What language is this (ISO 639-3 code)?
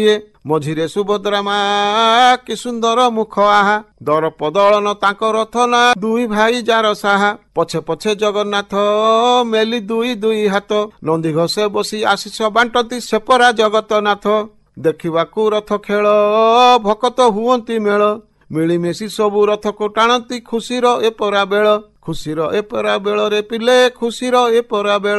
ori